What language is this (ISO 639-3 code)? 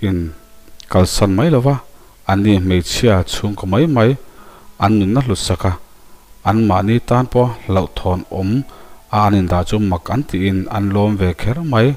lus